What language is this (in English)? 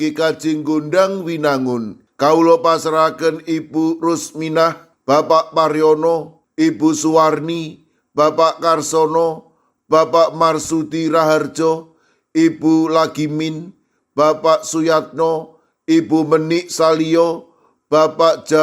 Javanese